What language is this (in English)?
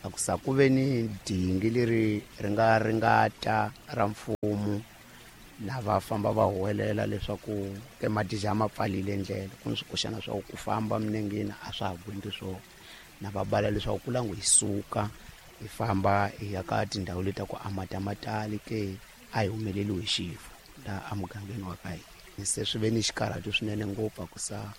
Tsonga